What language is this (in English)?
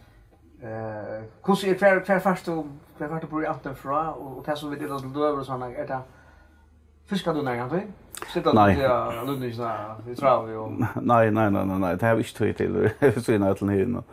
Faroese